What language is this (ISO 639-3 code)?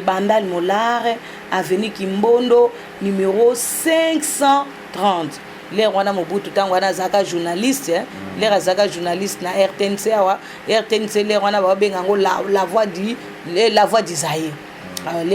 lin